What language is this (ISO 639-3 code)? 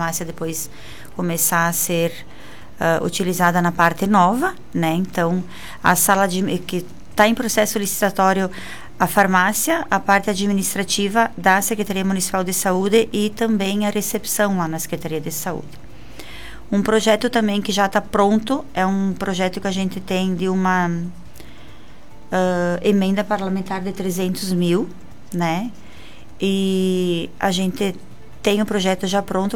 por